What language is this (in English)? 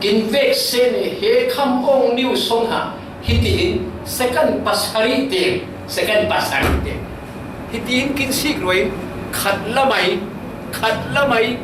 Falam Chin